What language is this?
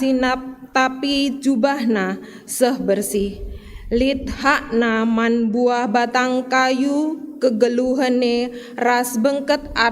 Batak Karo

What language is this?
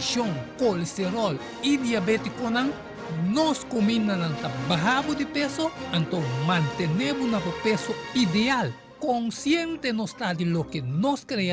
Papiamento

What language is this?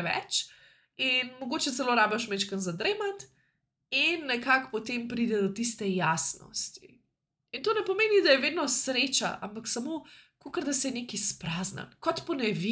Slovenian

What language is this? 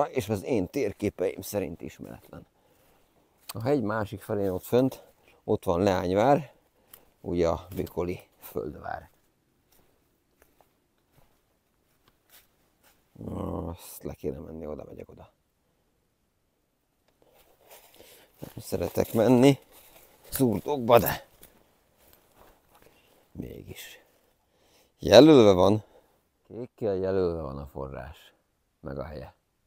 Hungarian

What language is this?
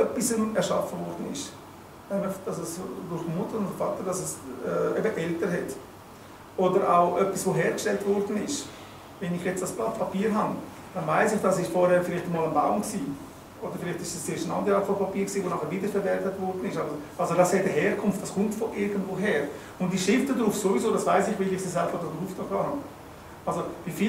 Swiss German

